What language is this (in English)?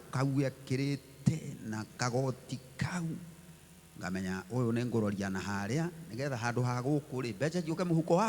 Kikuyu